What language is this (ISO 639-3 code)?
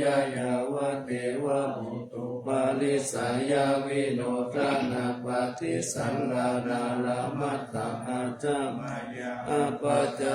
pli